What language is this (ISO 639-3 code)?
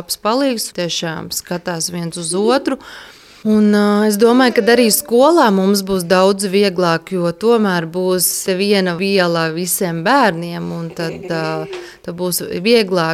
lav